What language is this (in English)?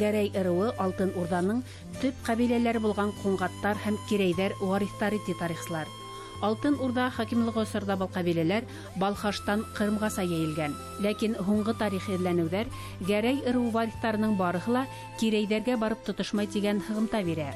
Bashkir